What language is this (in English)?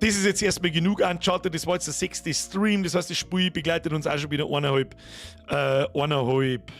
Bavarian